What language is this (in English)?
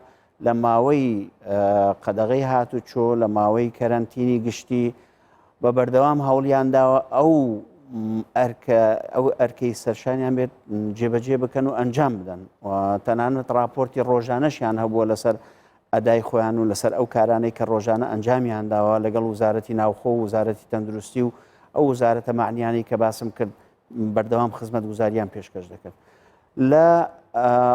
Central Kurdish